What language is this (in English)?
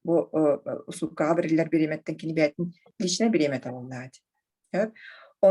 Yakut